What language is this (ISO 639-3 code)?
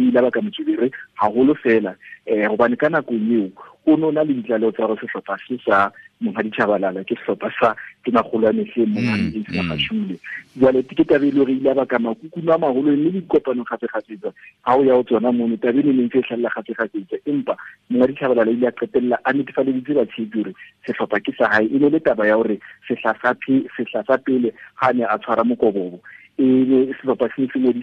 sot